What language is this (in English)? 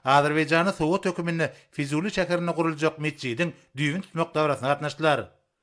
Turkmen